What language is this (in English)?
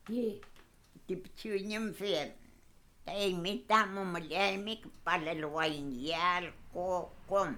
Mapuche